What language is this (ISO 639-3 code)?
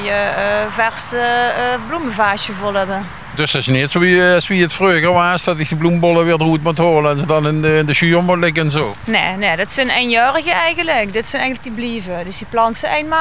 lim